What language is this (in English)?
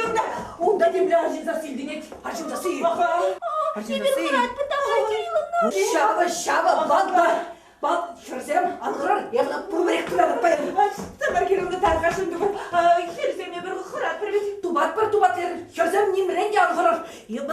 Chuvash